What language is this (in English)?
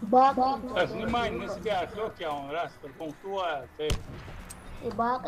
Chechen